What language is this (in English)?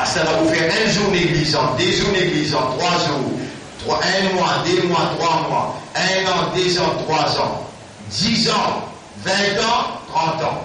Morisyen